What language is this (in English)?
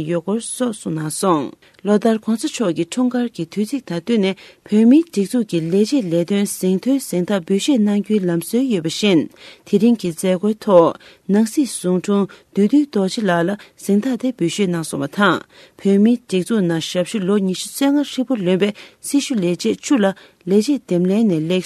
Tibetan